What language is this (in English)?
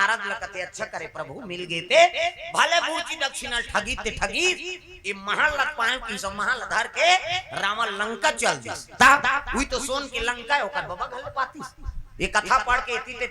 Chhattisgarhi